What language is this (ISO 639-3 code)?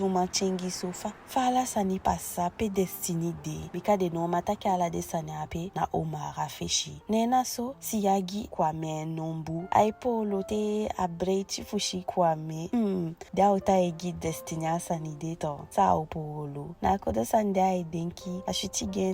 djk